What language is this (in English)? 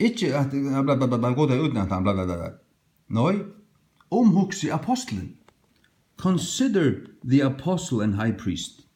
Faroese